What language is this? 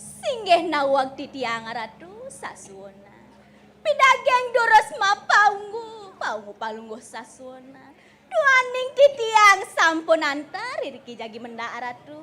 Balinese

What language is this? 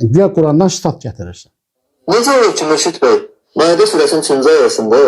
Azerbaijani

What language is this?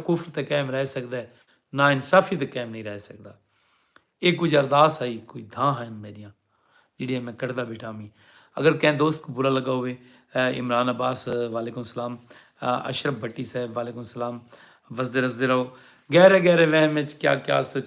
Saraiki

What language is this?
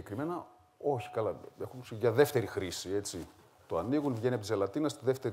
Greek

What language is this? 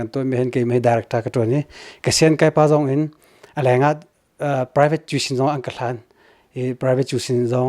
Hakha Chin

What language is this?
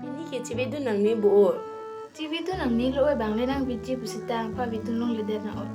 Karbi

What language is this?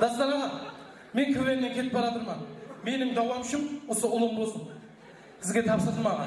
Kara-Kalpak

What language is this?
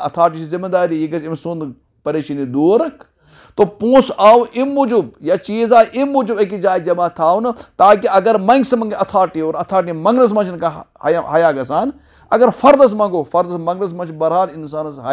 Kashmiri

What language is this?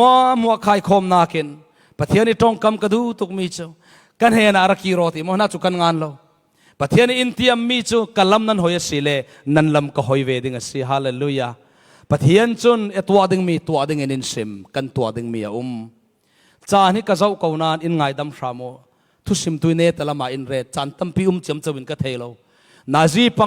Falam Chin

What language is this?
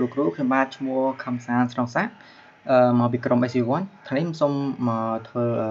Khmer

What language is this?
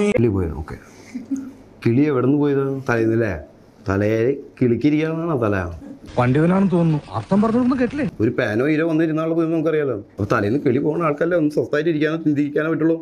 Malayalam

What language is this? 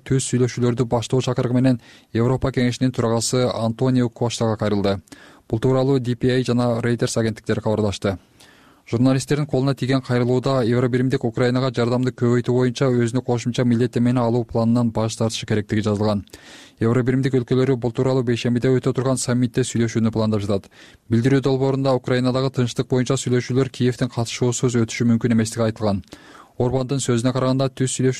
Kyrgyz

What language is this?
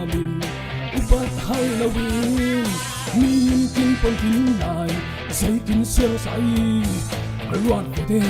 Falam Chin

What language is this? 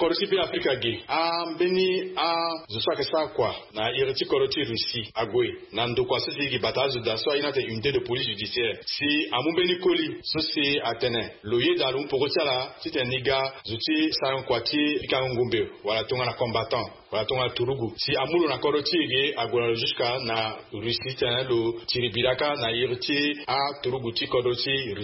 Sango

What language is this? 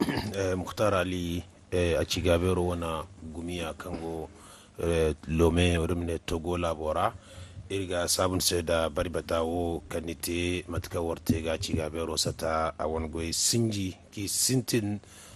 Zarma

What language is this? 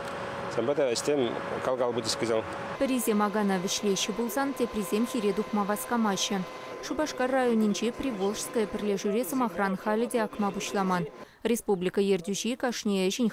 Chuvash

